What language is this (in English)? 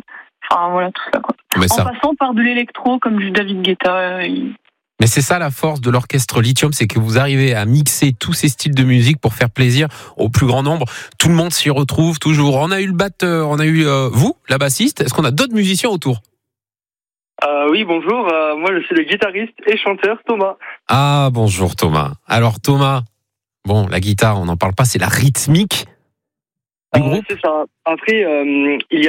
French